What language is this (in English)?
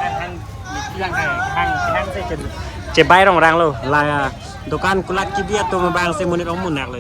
Karbi